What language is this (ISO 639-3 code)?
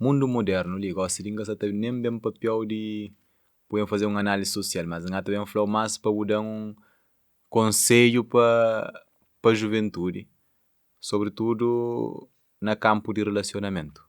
kea